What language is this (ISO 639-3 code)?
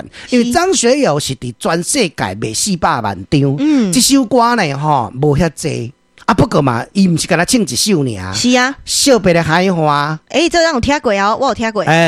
nan